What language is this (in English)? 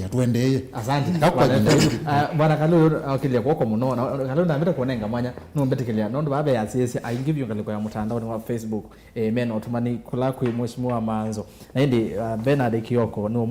Kamba